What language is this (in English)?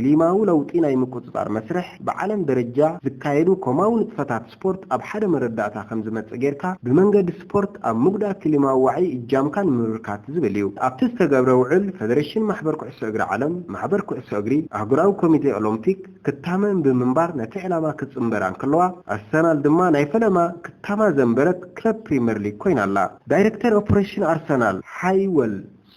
Tigrinya